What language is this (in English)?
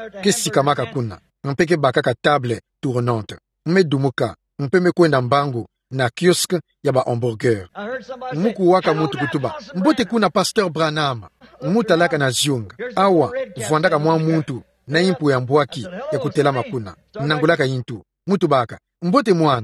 Kituba (Democratic Republic of Congo)